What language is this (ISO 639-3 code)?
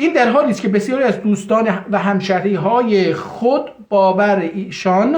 azb